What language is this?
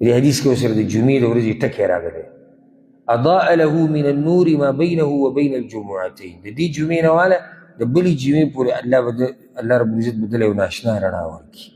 Pashto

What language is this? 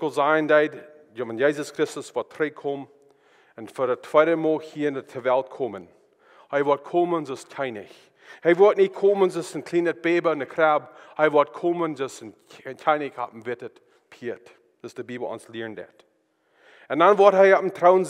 Plautdietsch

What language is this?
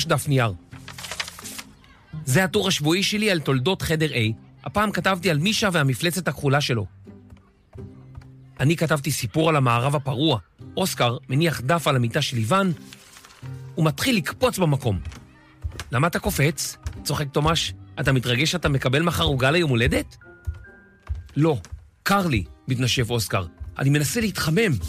Hebrew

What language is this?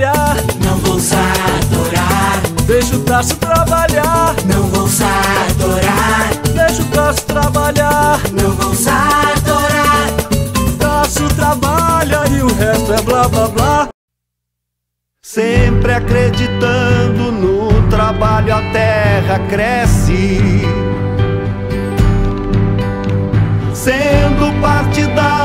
Portuguese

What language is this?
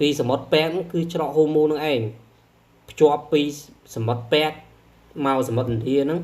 Khmer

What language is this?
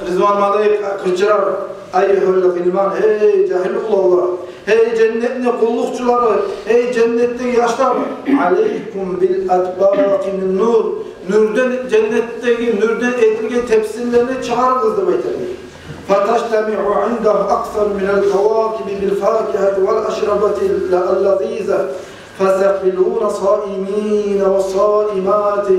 Kumyk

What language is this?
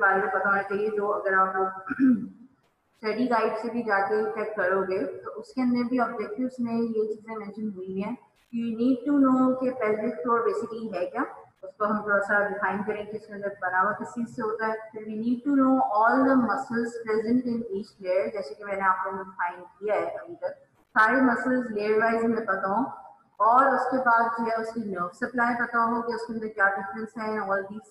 Hindi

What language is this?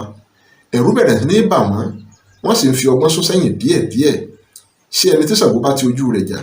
Yoruba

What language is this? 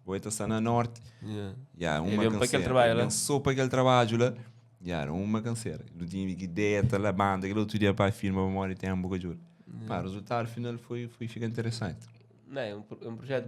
Kabuverdianu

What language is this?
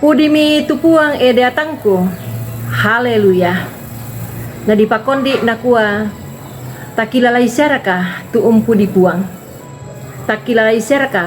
Toraja-Sa'dan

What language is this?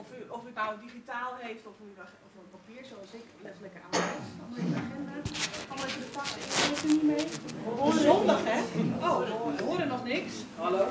Dutch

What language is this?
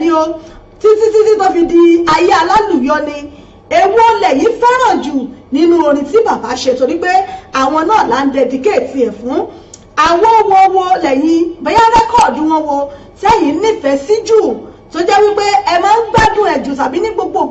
Yoruba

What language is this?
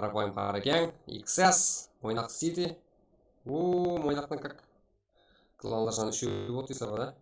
Kara-Kalpak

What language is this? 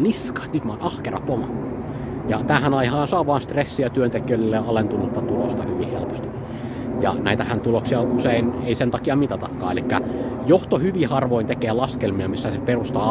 Finnish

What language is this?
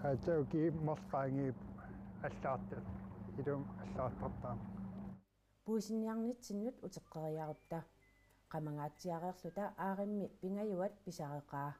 Kalaallisut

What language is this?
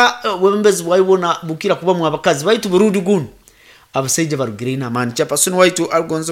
Nyoro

